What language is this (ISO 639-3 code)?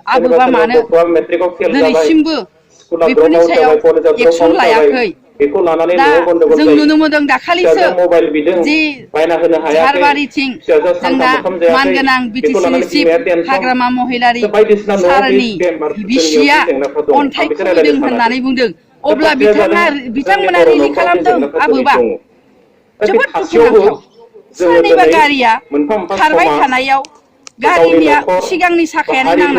brx